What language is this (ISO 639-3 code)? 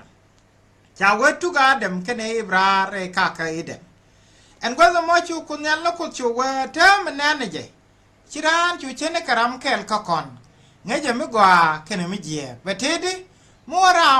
nus